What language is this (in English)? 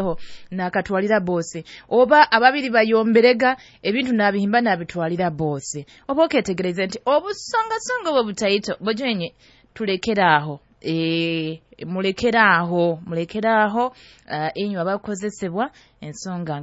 Nyoro